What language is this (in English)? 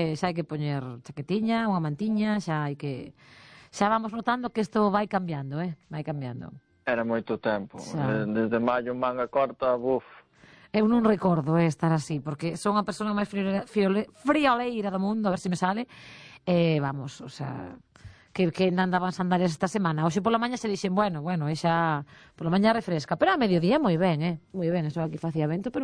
Galician